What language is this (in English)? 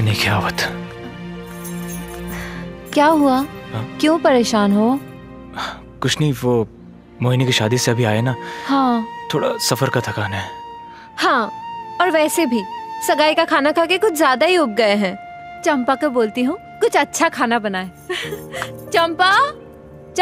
Bhojpuri